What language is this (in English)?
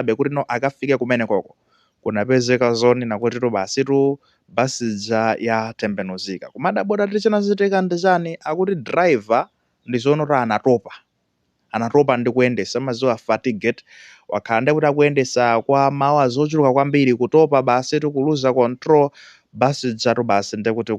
Nyanja